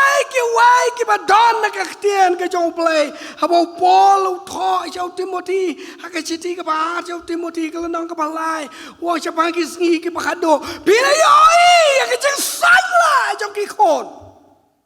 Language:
Khasi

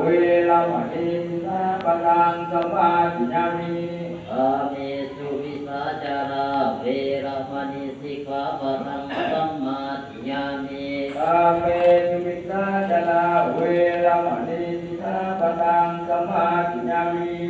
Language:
Pali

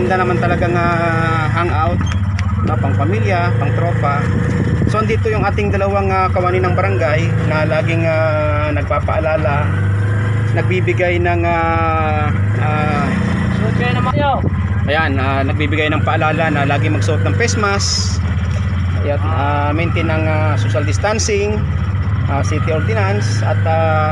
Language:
Filipino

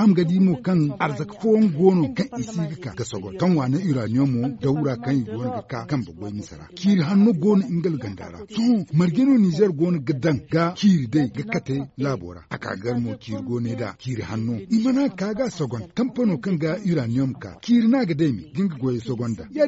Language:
Zarma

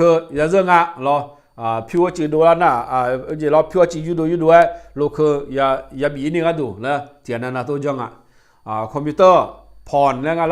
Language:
Akha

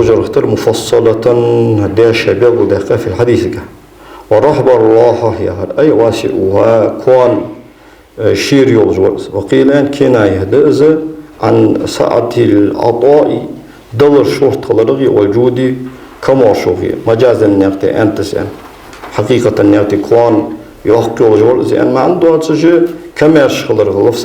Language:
Ingush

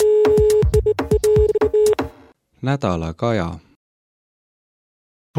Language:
Estonian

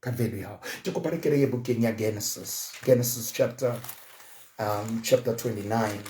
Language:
Southern Sotho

